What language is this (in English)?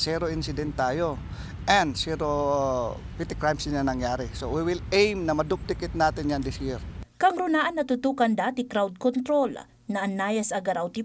Iloko